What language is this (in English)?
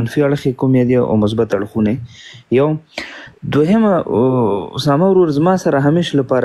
Pashto